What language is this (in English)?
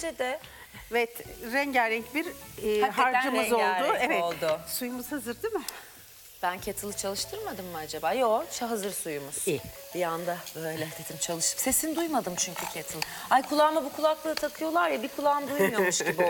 Turkish